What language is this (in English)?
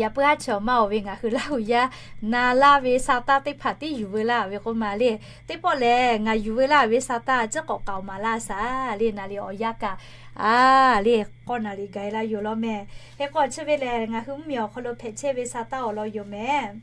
Lahu